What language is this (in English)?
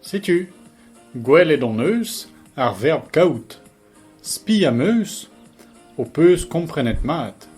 Breton